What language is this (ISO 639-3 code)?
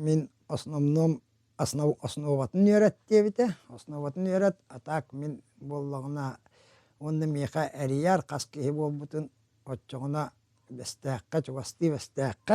sah